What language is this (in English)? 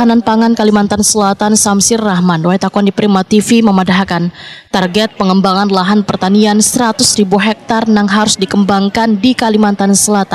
Banjar